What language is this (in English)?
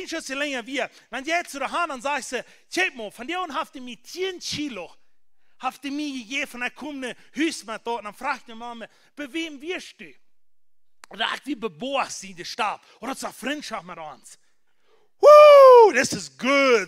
Plautdietsch